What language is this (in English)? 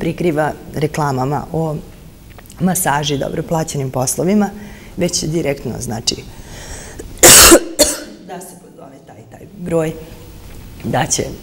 Serbian